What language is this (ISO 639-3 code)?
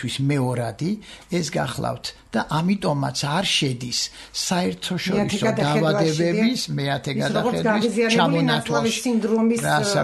kat